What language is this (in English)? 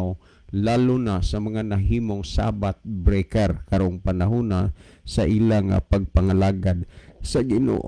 Cebuano